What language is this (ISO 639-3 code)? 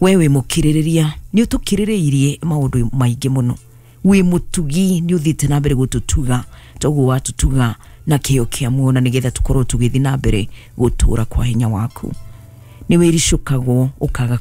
kik